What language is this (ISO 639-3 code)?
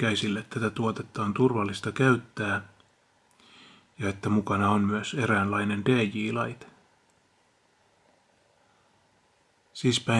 fin